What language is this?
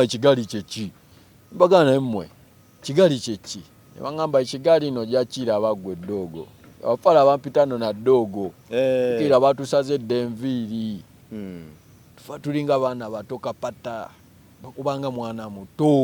Ganda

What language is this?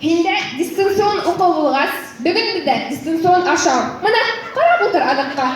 Bashkir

